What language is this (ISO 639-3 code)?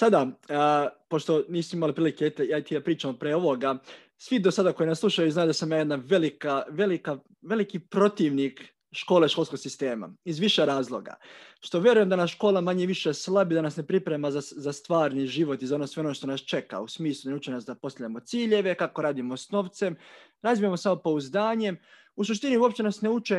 srp